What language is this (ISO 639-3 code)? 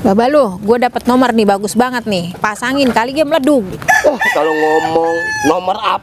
bew